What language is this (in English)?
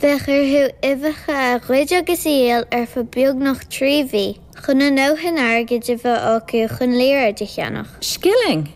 Irish